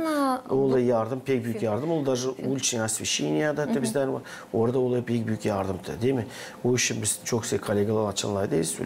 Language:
Gagauz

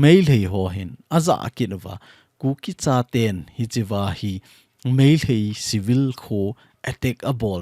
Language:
Thado Chin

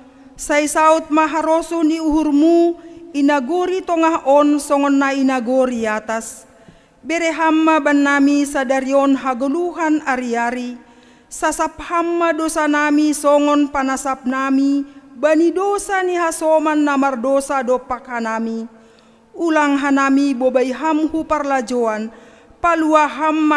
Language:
Batak Simalungun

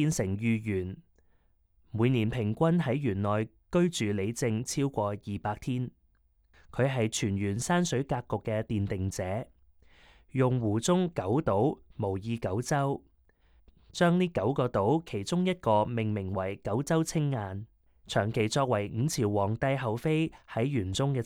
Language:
Cantonese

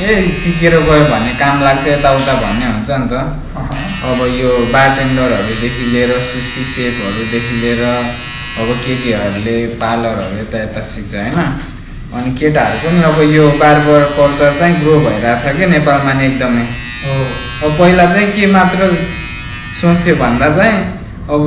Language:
Nepali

